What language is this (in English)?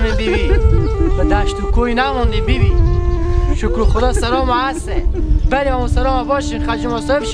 Hazaragi